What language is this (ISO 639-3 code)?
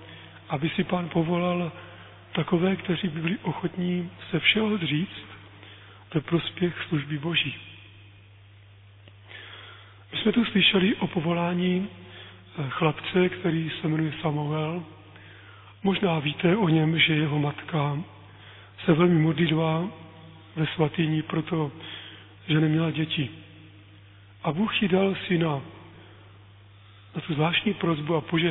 ces